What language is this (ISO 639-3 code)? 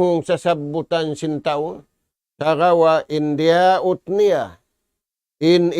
tsg